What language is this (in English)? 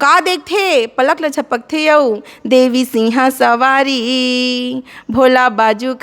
Chhattisgarhi